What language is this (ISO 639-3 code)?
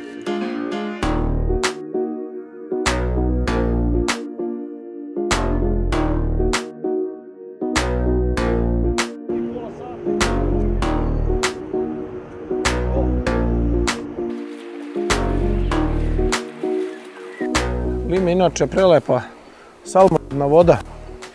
srp